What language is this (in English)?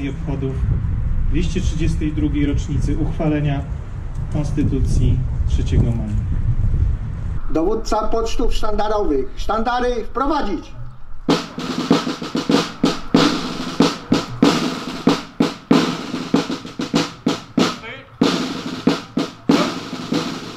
Polish